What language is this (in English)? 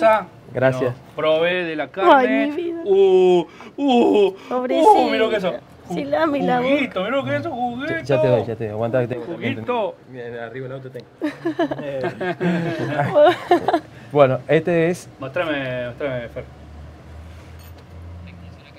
Spanish